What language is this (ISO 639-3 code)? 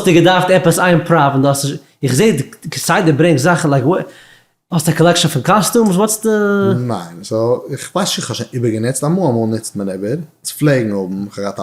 yid